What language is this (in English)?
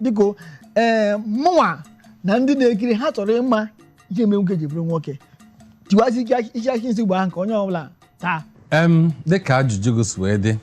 Igbo